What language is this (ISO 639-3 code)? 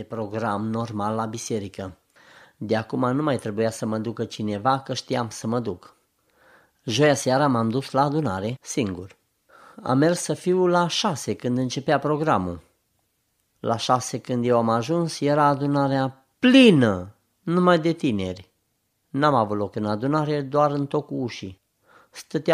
ron